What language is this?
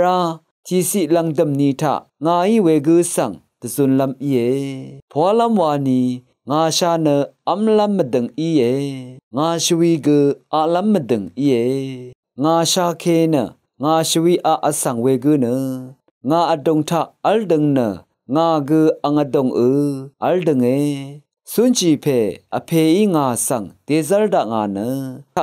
Rawang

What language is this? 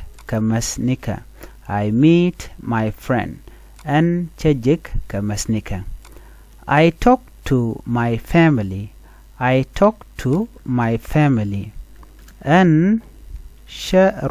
Nuer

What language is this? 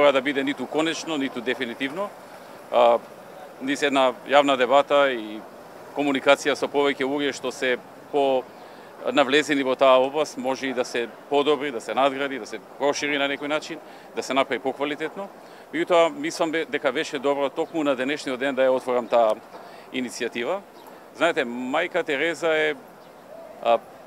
Macedonian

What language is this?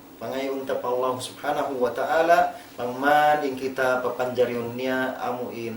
Tausug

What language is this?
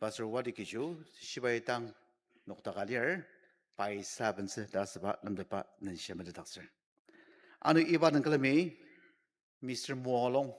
Ao Naga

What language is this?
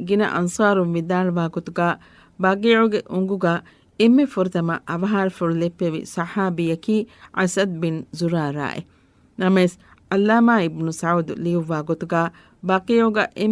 Divehi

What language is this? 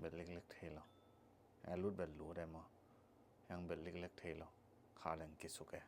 Tedim Chin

